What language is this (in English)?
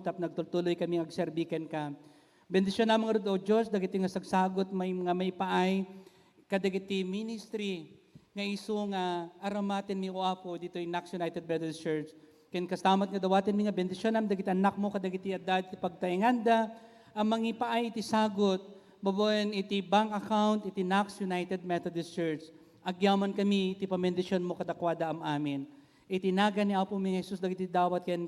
Iloko